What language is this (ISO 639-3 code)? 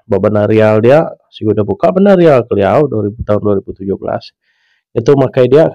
iba